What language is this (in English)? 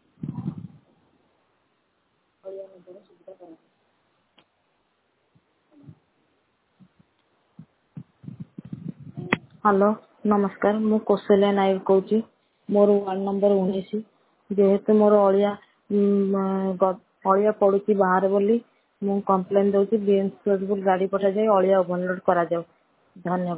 Odia